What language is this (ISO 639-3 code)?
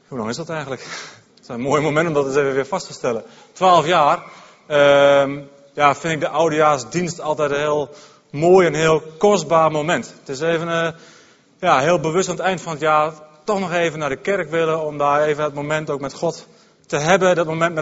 nld